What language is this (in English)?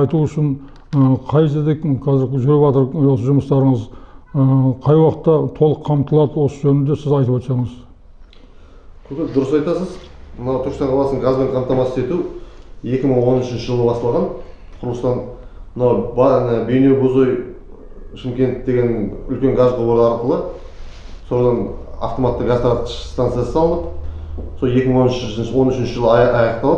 Kazakh